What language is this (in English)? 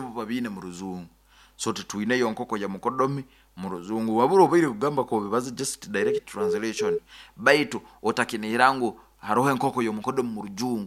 Nyoro